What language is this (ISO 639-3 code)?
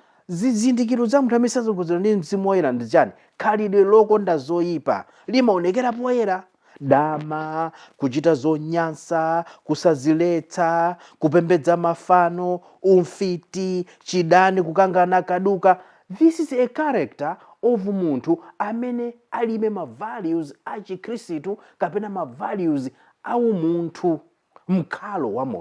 nya